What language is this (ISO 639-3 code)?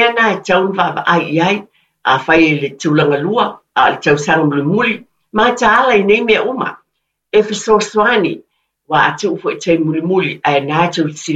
smo